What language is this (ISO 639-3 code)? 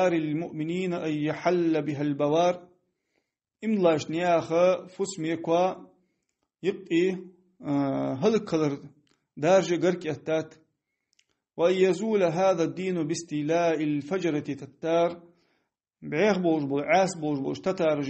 inh